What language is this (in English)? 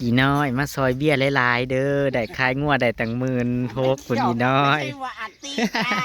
Northeastern Thai